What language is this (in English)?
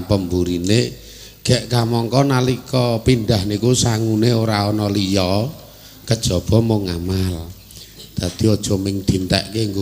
Javanese